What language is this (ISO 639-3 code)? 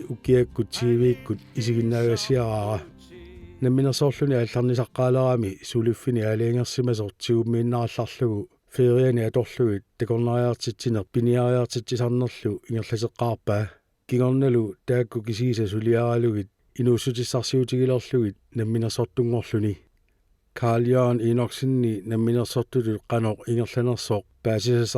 kal